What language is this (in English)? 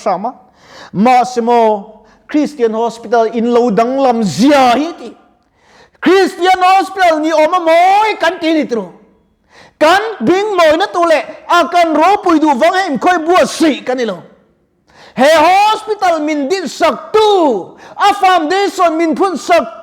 Mizo